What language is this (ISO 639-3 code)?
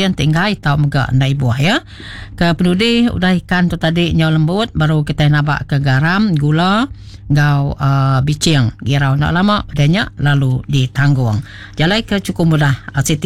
iba